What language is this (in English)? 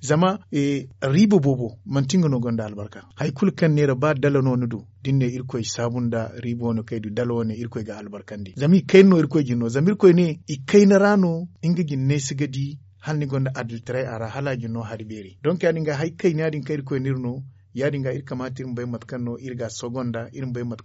Zarma